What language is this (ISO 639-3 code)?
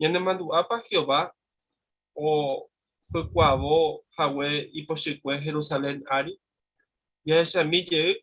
grn